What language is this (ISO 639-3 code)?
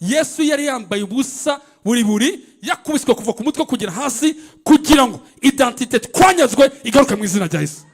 kin